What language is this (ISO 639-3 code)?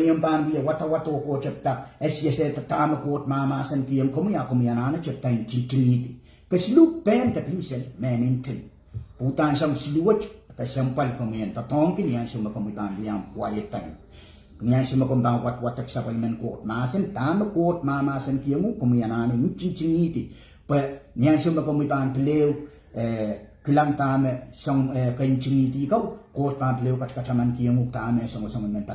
pon